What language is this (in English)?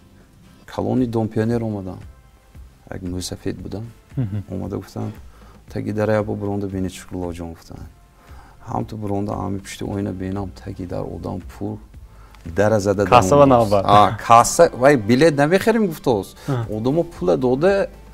Tajik